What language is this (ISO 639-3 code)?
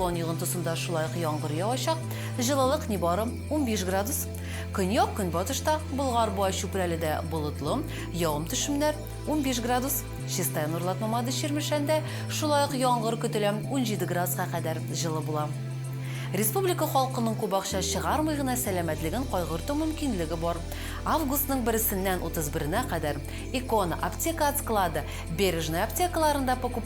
tat